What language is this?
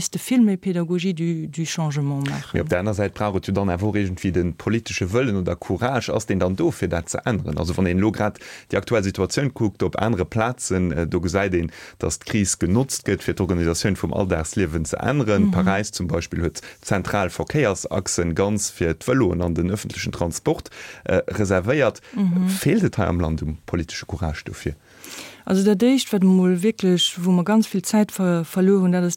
Luxembourgish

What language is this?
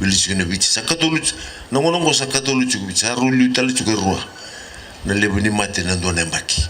Fijian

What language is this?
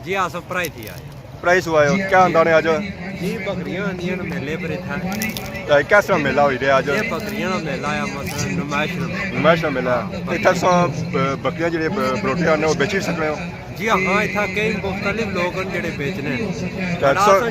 Pahari-Potwari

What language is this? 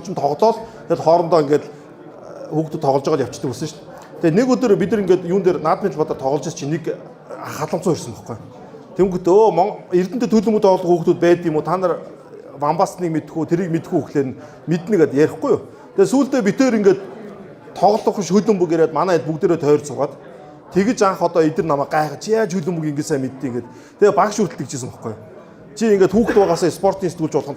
Mongolian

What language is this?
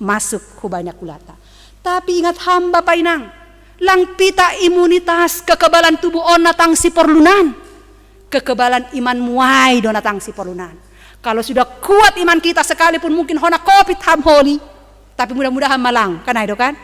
Batak Simalungun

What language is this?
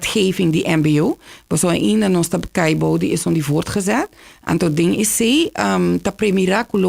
Papiamento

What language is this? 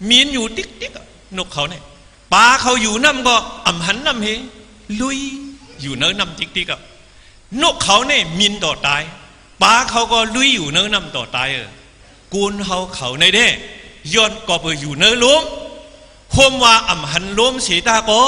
Shan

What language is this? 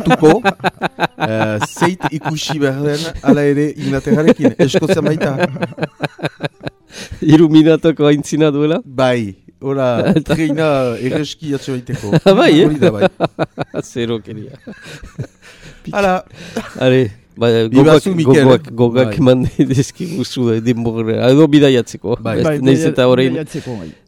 Basque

